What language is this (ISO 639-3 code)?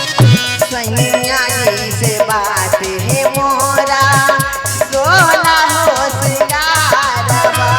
mag